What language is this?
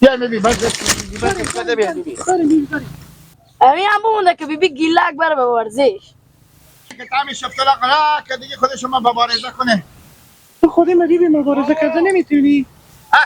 Persian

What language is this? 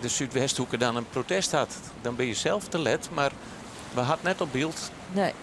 Western Frisian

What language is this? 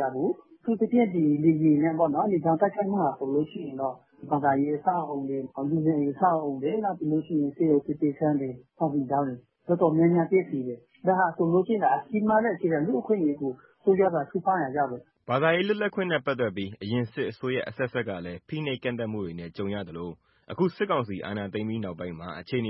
Burmese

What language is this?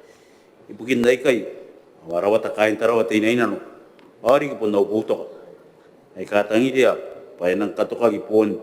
Gilbertese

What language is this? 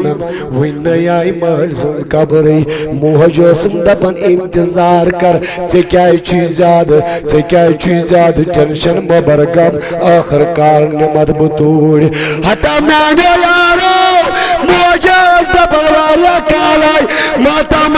Kashmiri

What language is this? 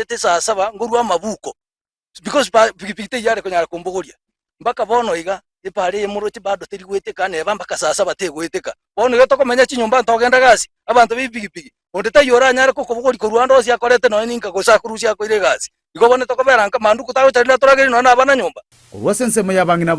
Gusii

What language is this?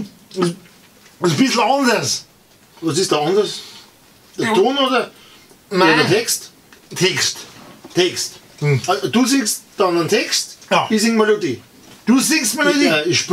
Bavarian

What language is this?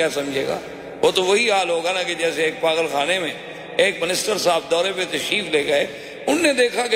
Urdu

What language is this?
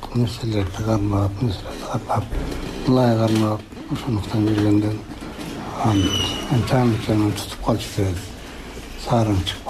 Kyrgyz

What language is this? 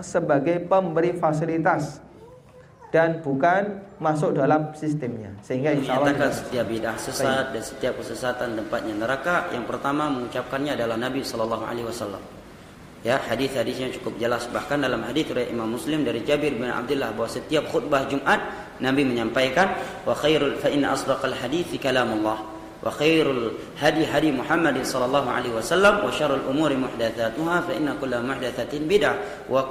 Indonesian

